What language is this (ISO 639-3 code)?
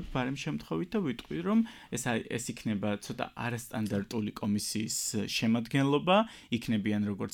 kat